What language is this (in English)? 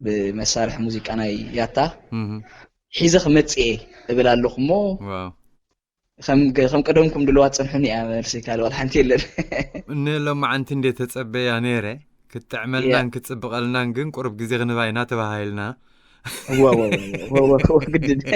Tigrinya